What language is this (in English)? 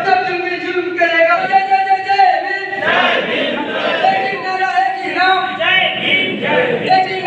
Santali